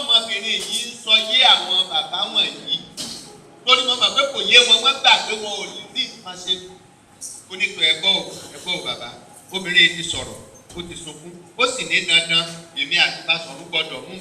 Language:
Yoruba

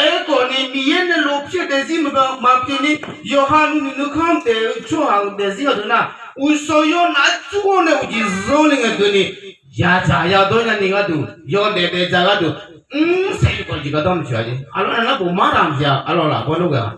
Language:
Akha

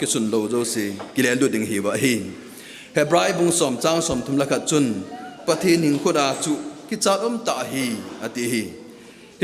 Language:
Thado Chin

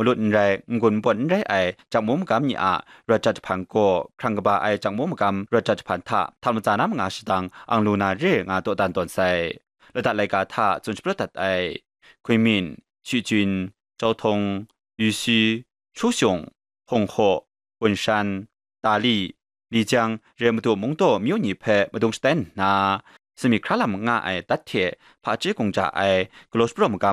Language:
Kachin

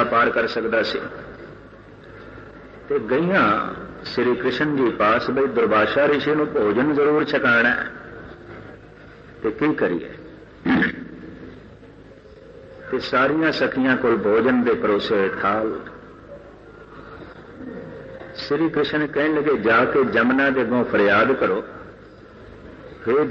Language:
Punjabi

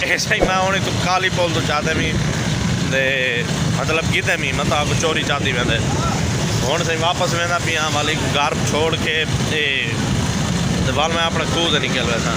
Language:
Saraiki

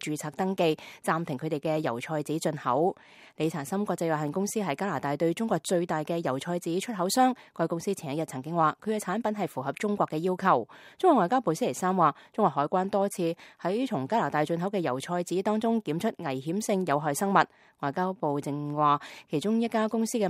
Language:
Cantonese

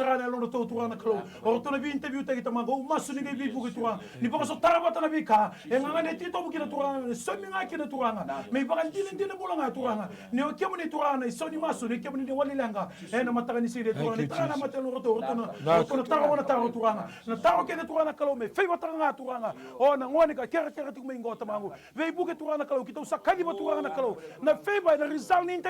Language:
Fijian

